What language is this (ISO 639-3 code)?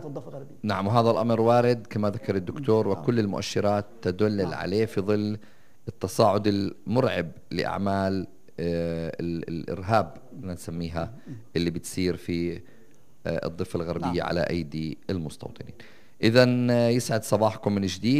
apc